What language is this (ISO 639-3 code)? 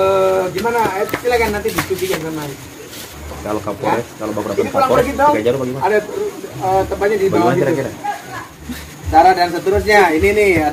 ind